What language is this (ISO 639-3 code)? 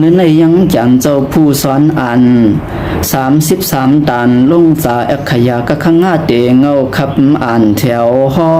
shn